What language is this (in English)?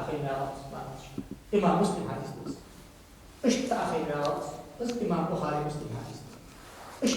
Ingush